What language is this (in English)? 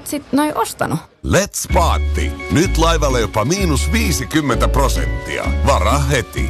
Finnish